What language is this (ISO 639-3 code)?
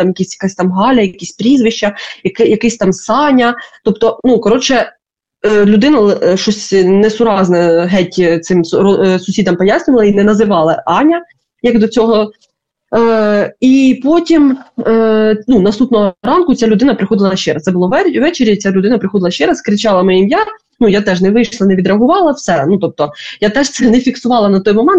ukr